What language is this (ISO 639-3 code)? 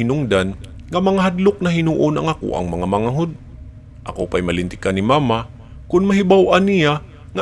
ceb